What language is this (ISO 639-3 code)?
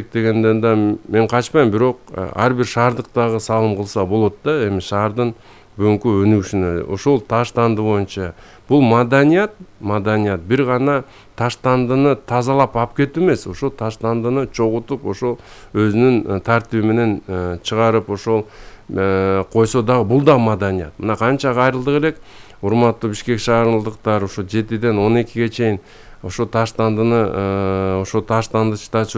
kir